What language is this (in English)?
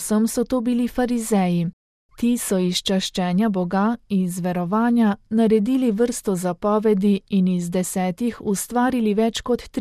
Slovenian